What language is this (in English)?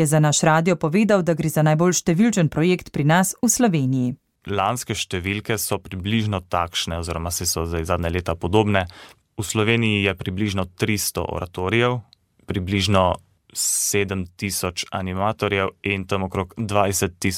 Slovenian